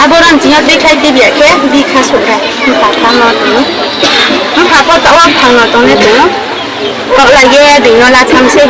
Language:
Riang (India)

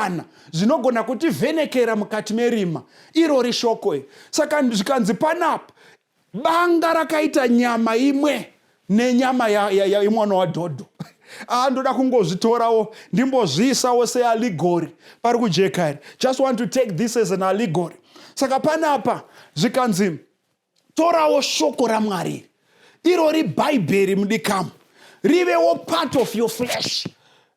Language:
Shona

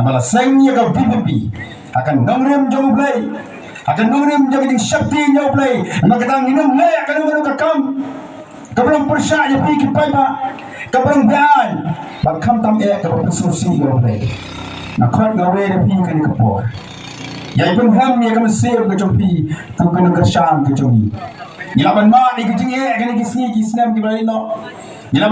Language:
Khasi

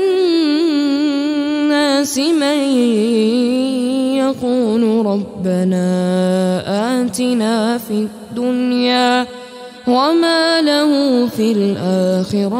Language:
Arabic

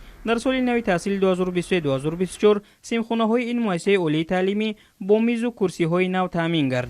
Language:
Tajik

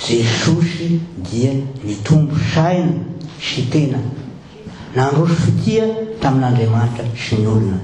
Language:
Malagasy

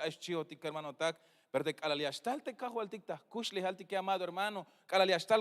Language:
Tzeltal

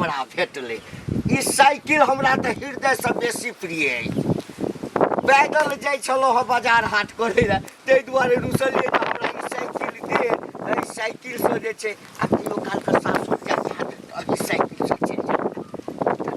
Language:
Maithili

